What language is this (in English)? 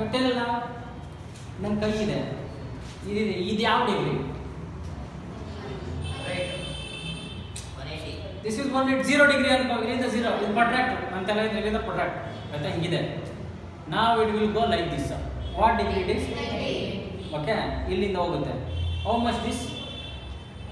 Kannada